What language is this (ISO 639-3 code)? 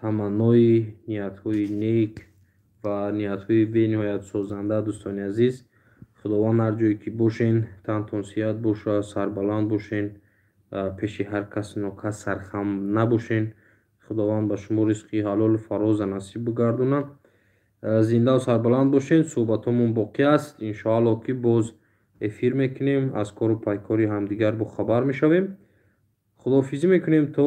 tgk